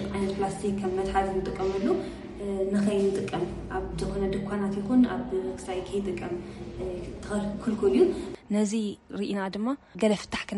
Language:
Tigrinya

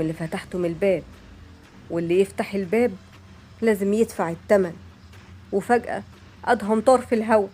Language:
Egyptian Arabic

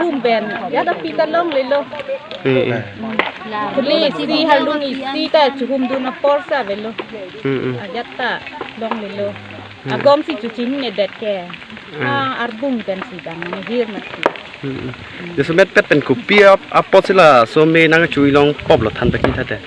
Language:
Karbi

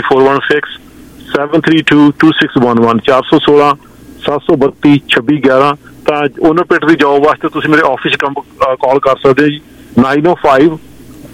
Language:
Punjabi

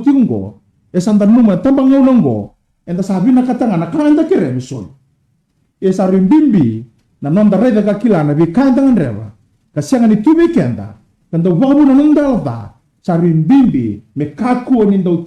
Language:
Fijian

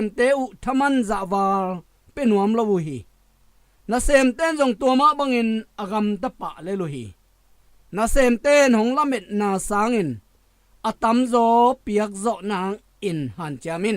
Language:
Tedim Chin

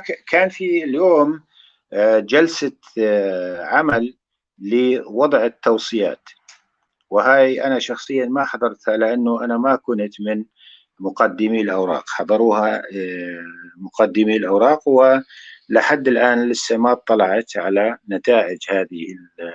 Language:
North Levantine Arabic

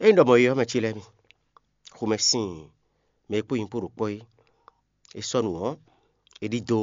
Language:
Fon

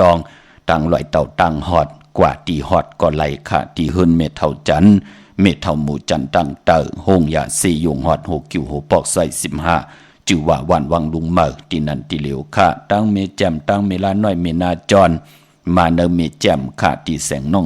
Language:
Shan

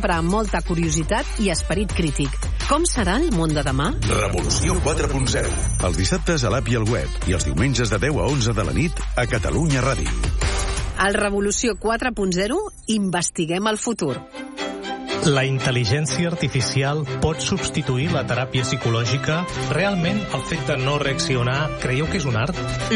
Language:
Catalan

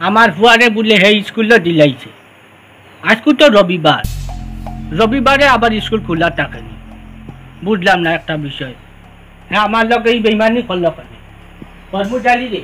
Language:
Sylheti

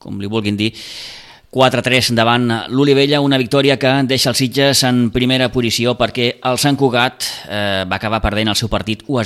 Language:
Catalan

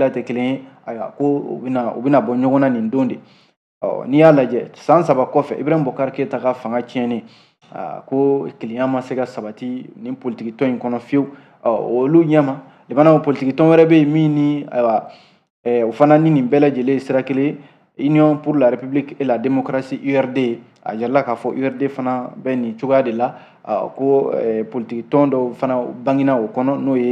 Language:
Bambara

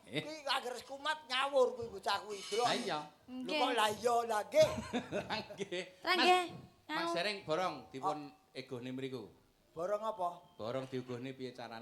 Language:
Javanese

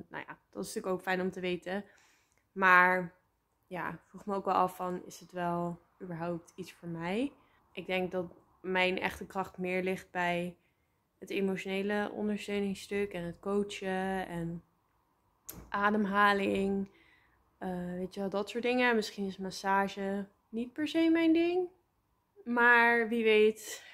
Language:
Dutch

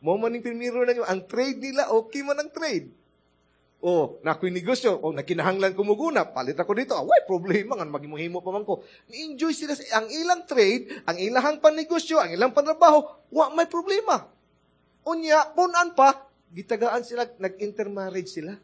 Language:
Cebuano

